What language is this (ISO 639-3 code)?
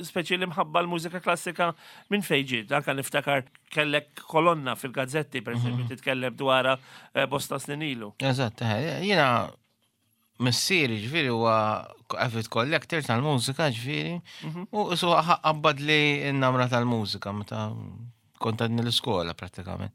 mlt